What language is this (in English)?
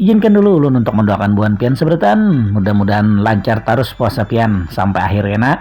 Banjar